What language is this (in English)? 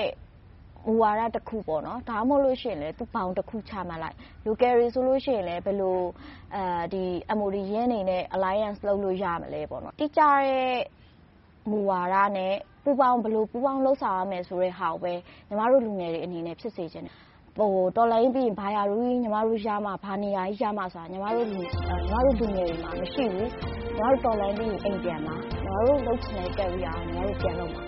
Burmese